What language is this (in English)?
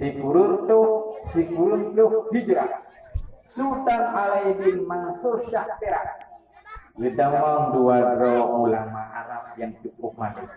Achinese